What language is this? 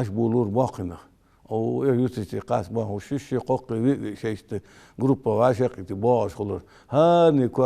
Ingush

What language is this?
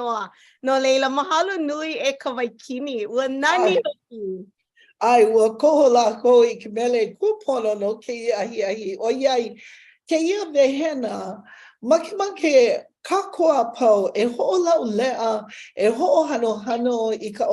Hawaiian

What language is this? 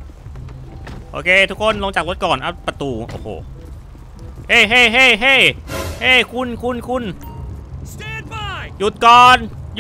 Thai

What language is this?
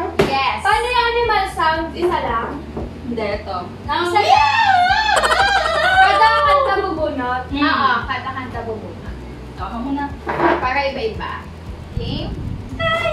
Filipino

